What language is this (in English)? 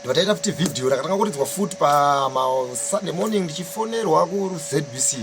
Shona